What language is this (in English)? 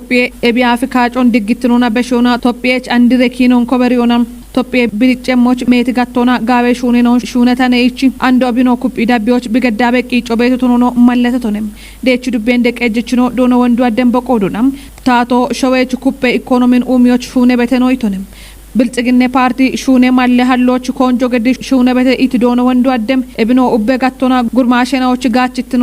Kafa